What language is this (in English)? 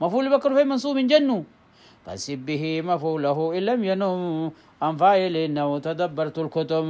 Oromo